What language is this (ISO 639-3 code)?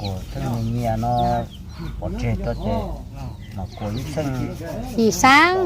hmn